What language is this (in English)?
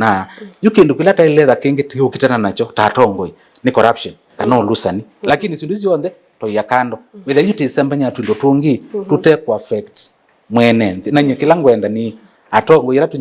Kamba